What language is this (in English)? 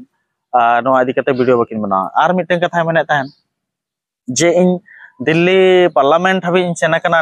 Santali